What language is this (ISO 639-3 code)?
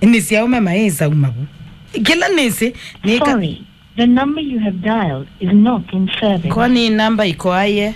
kam